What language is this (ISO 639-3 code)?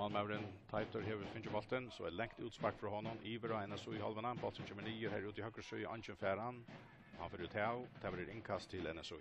fao